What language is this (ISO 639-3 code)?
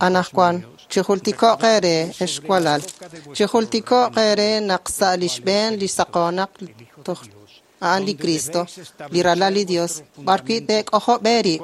kek